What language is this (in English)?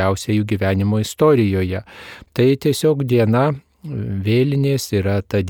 Lithuanian